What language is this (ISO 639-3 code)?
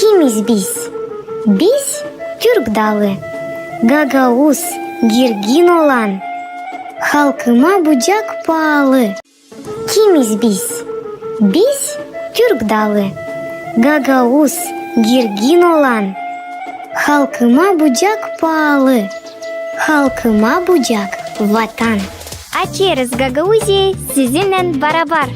gag